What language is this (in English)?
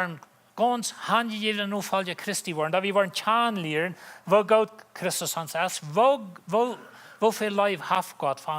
Plautdietsch